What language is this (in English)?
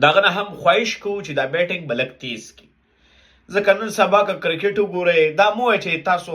Pashto